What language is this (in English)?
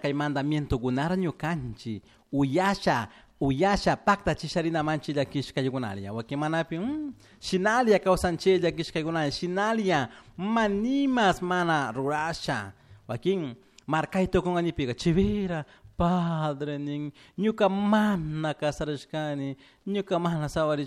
Chimborazo Highland Quichua